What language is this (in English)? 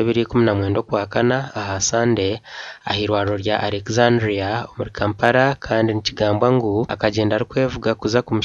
Nyankole